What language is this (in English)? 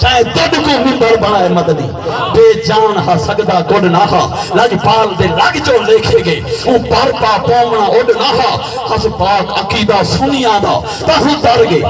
Saraiki